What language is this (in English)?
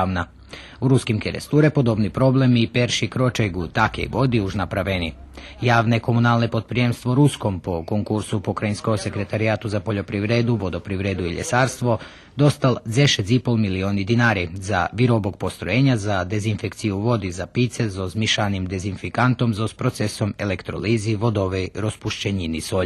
Rusyn